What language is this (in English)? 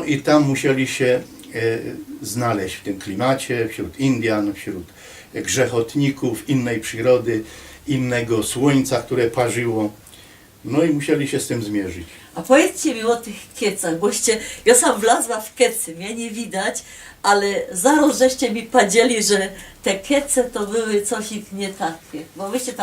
Silesian